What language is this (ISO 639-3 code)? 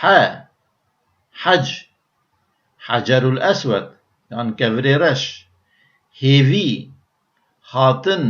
kur